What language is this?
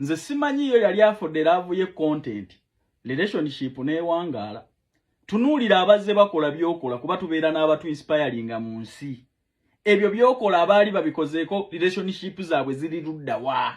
Ganda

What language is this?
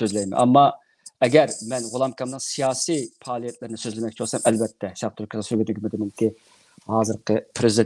Uyghur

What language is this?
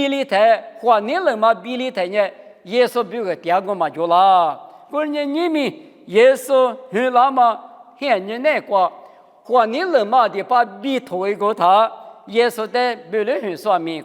Lisu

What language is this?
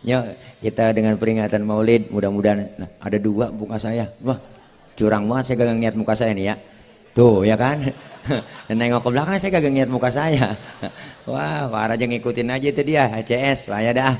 Betawi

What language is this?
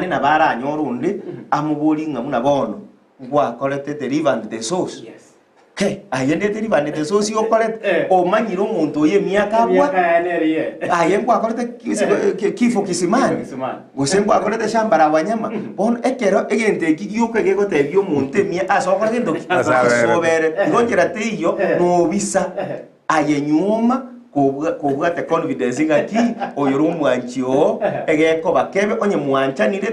Gusii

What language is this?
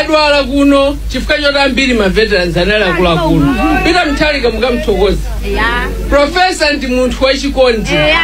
Nyanja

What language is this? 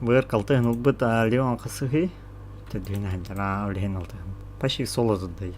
Yakut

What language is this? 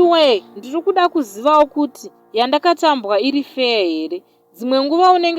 Shona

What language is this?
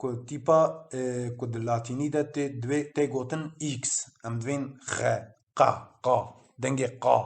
Kurdish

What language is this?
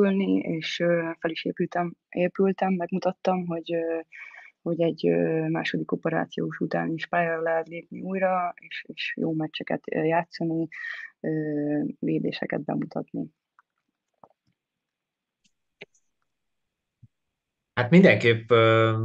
Hungarian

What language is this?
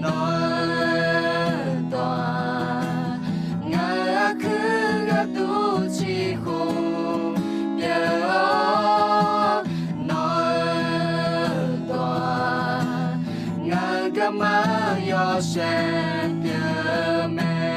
Akha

